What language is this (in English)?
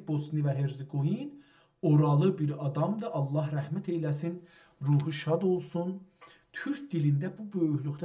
South Azerbaijani